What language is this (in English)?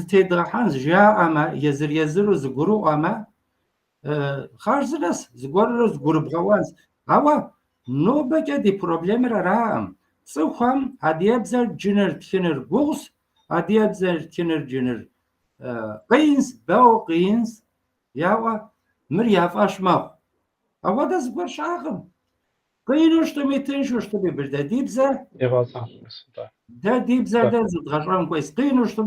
Kabardian